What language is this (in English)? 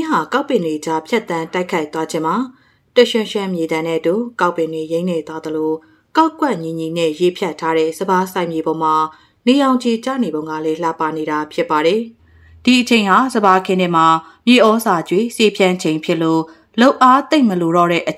Burmese